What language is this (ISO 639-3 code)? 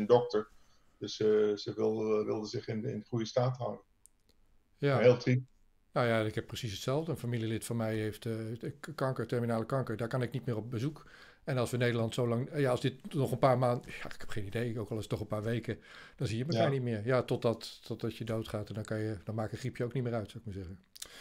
nld